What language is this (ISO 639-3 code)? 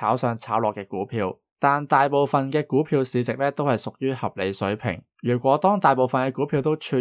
yue